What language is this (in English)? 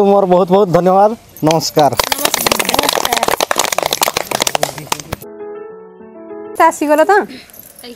Odia